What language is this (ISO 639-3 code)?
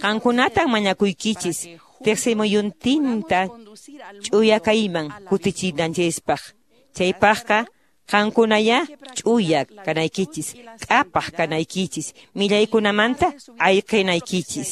que